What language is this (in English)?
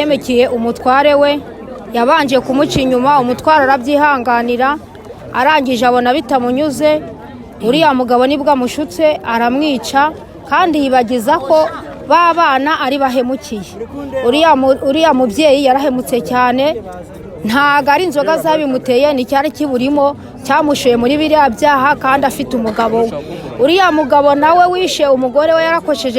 Kinyarwanda